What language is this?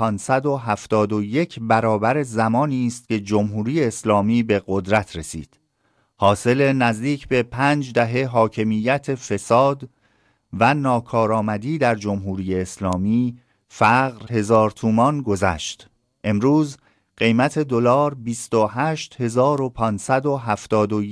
Persian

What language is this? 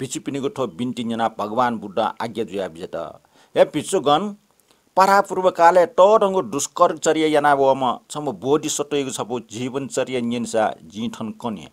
Newari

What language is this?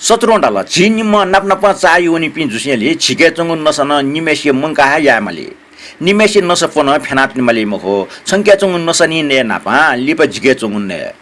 Newari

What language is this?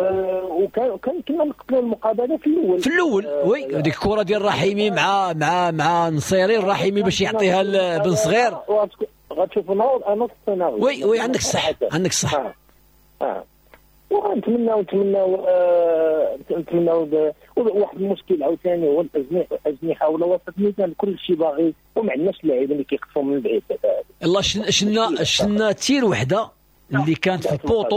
Moroccan Arabic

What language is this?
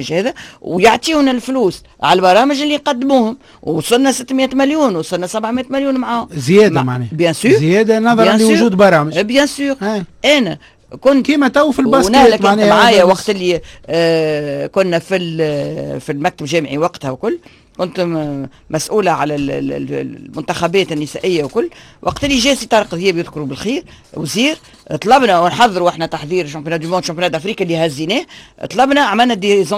Tunisian Arabic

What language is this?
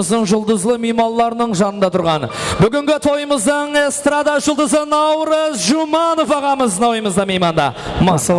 Kara-Kalpak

